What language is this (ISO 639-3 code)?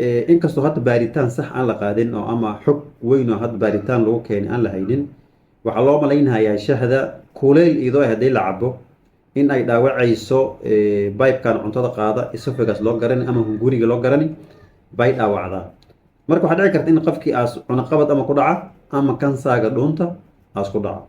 som